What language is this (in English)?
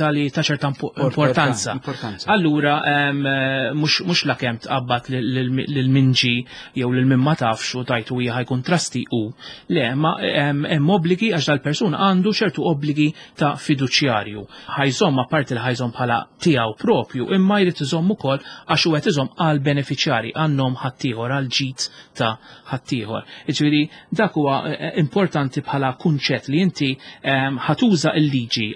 Maltese